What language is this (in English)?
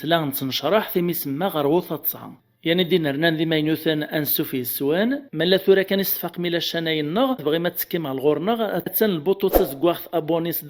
Kabyle